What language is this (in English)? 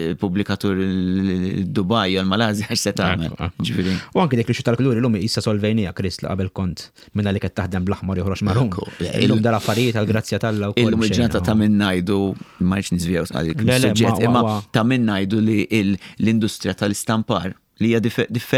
Maltese